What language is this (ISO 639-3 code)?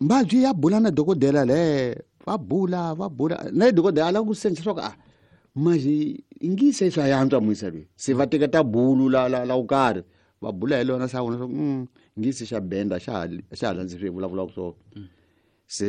tso